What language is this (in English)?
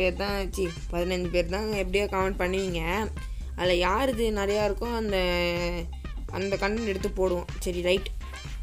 Tamil